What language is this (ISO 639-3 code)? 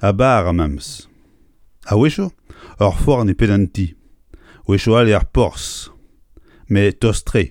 bre